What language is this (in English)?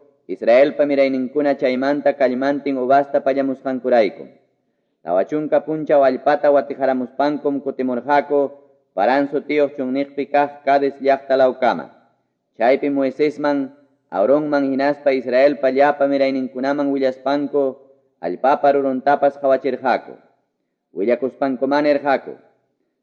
Quechua